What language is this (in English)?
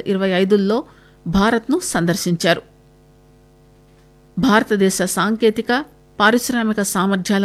Telugu